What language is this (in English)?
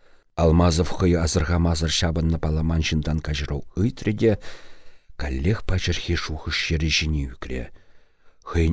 Chuvash